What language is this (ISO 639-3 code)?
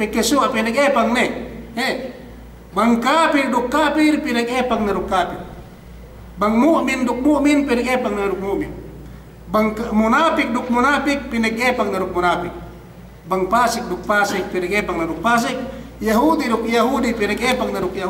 yka